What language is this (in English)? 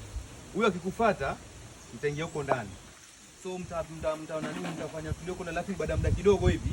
Swahili